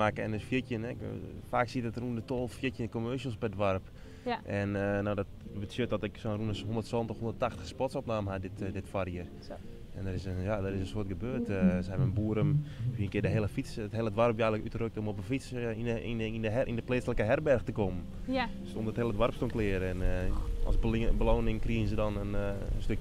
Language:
Western Frisian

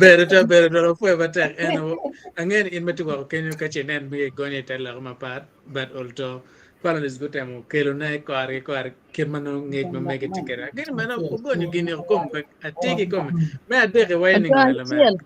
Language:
Acoli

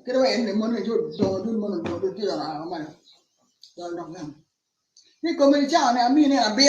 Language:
Acoli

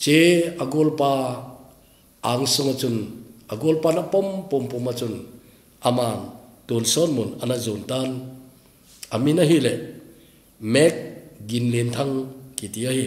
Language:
Thado Chin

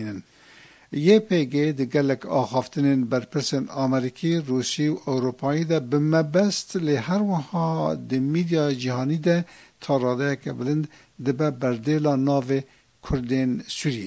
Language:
Kurdish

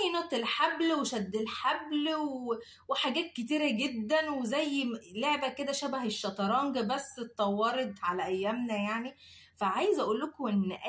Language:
Egyptian Arabic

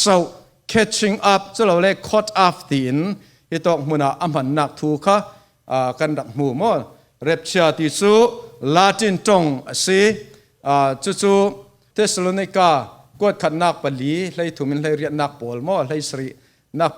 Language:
Falam Chin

